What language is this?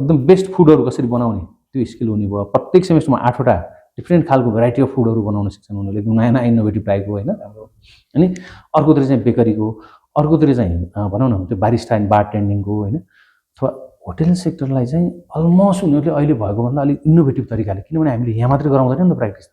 Nepali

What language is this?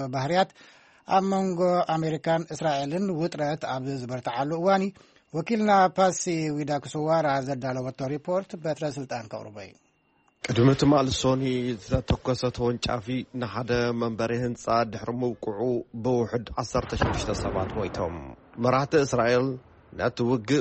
Tigrinya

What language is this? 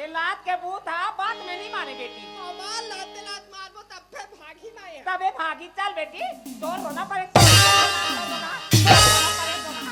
Chhattisgarhi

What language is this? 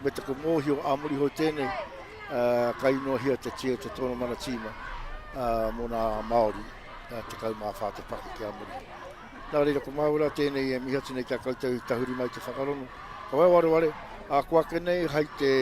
Māori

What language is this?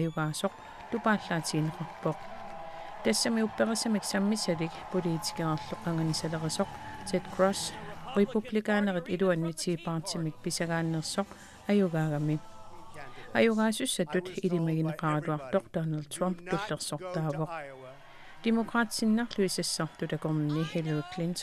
Kalaallisut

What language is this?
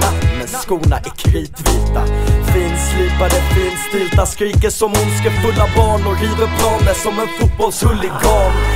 Swedish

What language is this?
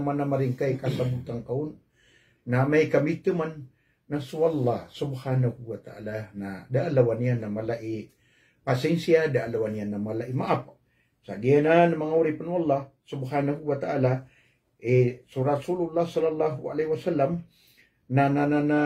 Maranao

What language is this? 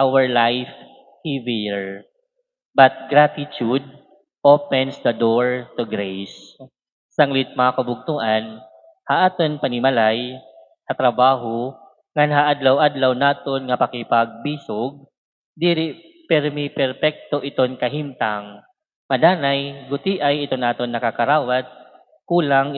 Waray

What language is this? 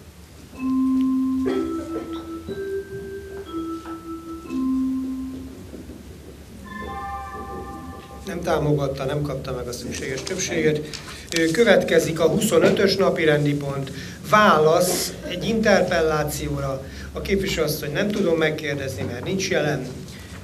Hungarian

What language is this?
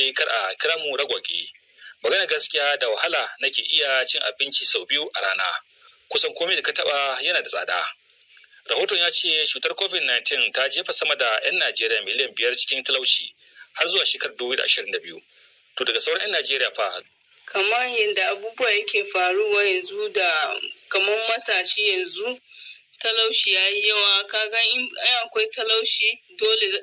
Hausa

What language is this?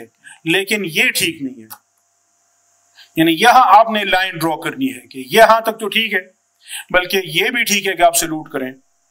Urdu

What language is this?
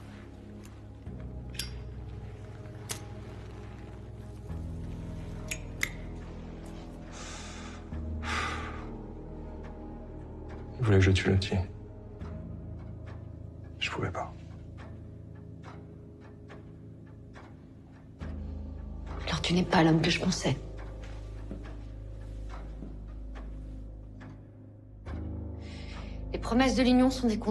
French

